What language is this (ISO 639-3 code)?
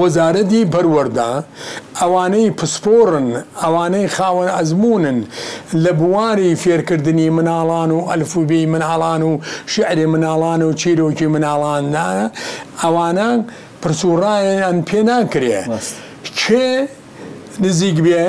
ckb